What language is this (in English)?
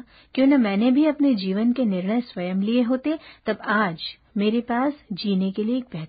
Hindi